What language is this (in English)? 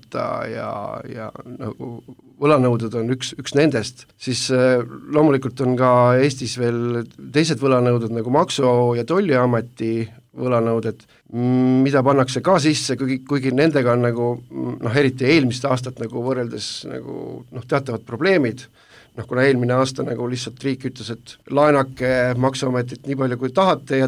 Estonian